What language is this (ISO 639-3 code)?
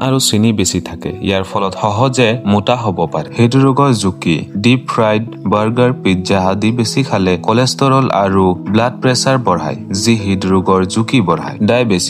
asm